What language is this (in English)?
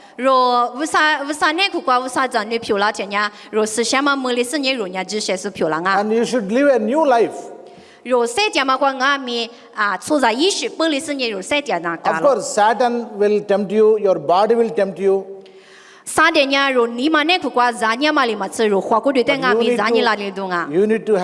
Lisu